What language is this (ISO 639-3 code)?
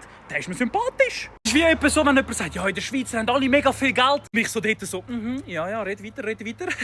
gsw